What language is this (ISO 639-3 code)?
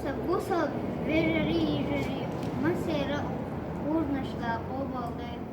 che